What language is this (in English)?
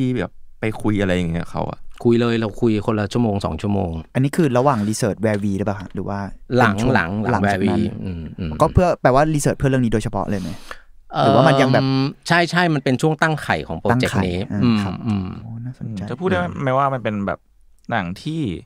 Thai